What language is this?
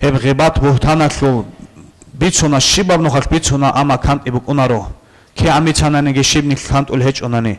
Avaric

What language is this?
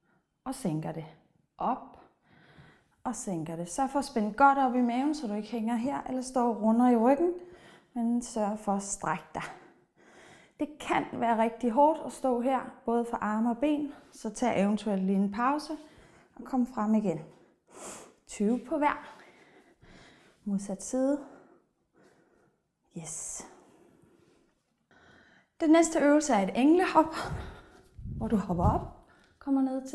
Danish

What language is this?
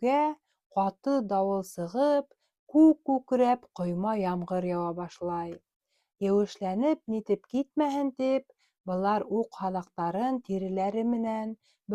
Bashkir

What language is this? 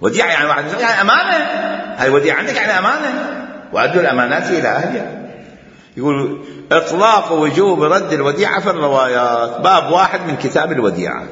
Mesopotamian Arabic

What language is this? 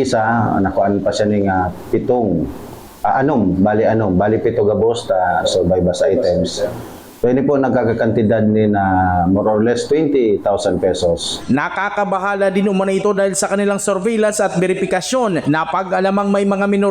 Bikol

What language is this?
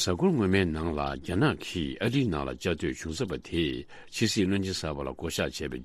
Tibetan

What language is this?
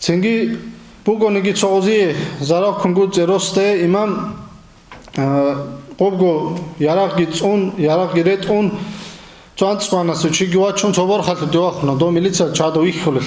Avaric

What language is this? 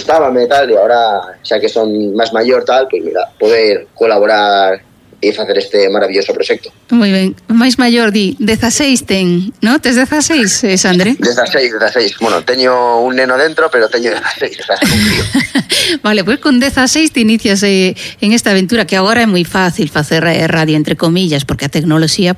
Galician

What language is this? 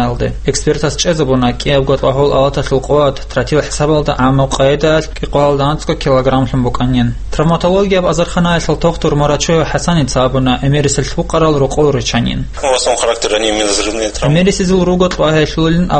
Avaric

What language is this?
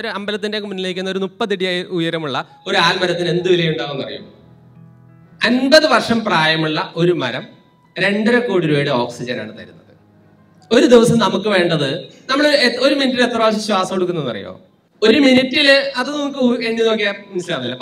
Malayalam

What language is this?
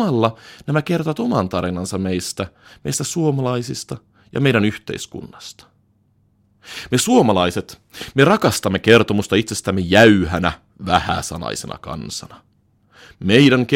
Finnish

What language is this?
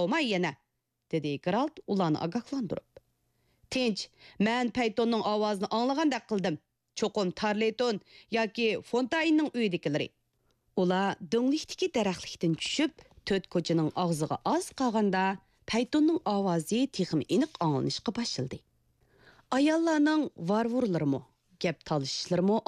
Uyghur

